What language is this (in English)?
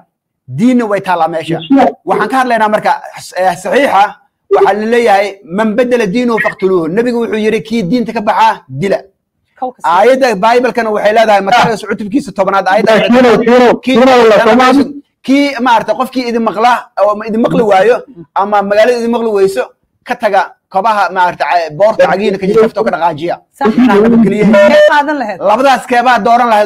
Somali